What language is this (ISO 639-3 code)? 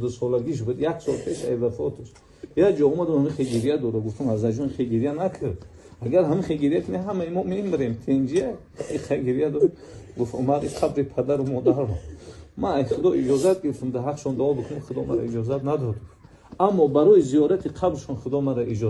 tgk